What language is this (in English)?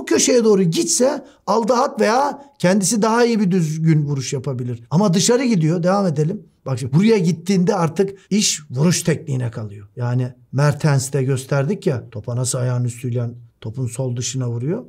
Turkish